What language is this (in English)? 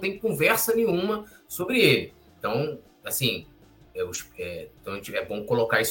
Portuguese